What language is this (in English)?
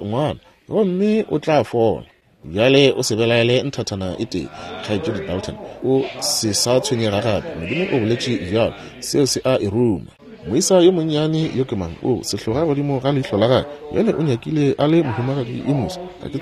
Northern Sotho